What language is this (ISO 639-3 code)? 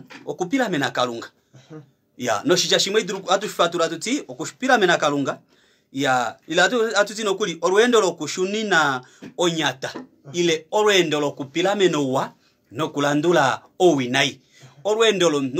kua